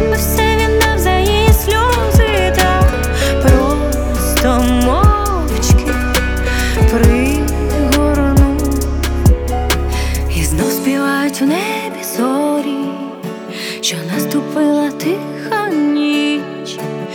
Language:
Ukrainian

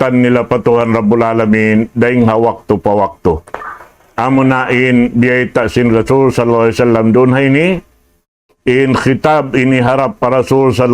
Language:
Tausug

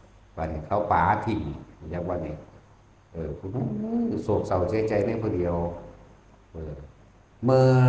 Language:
Northeastern Thai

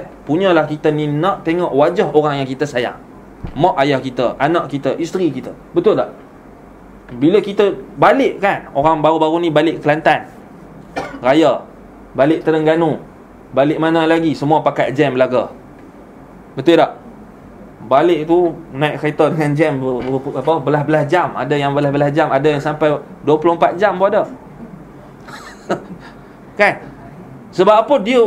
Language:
Malay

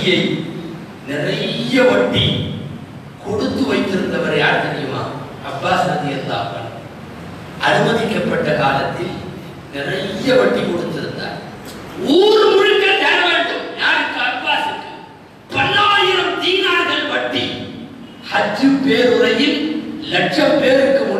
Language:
Tamil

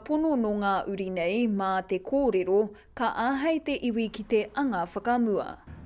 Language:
Māori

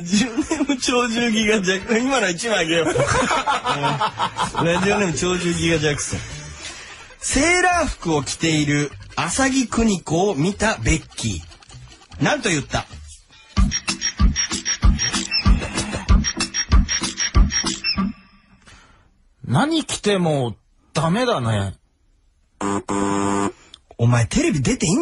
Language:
Japanese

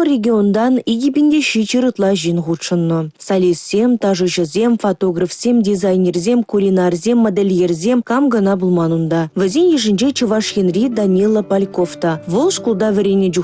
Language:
Chuvash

